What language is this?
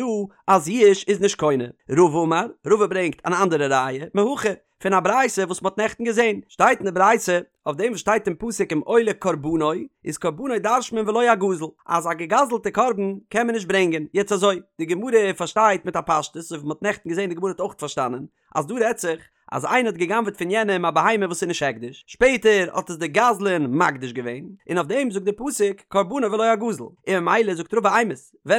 Yiddish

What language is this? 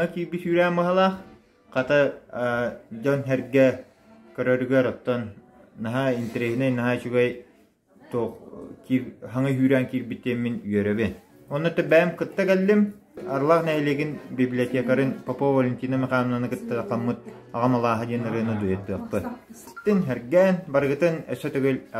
Yakut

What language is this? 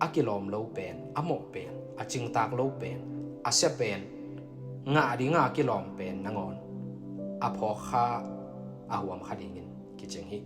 Tedim Chin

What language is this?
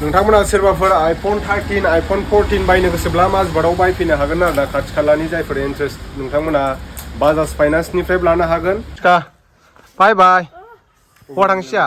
Bodo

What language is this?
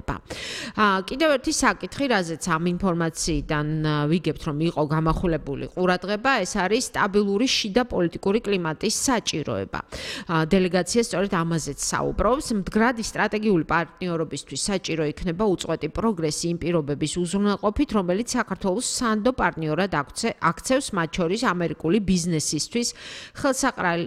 Georgian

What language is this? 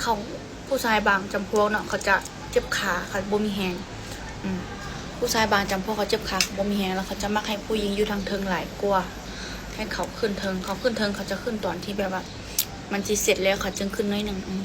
Lao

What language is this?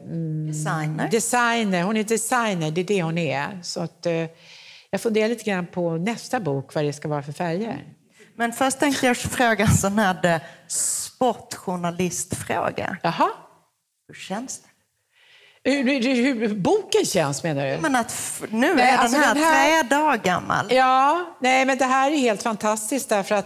Swedish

